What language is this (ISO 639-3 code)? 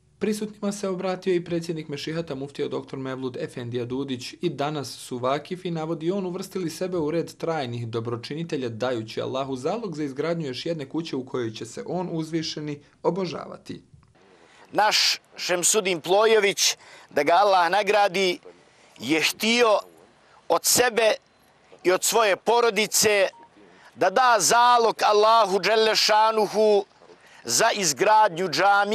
bos